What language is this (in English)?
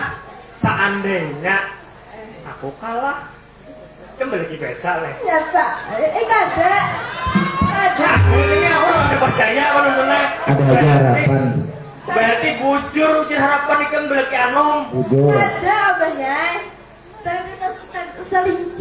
Banjar